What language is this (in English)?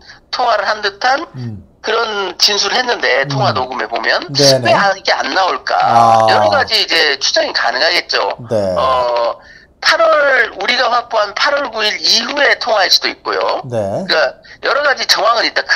Korean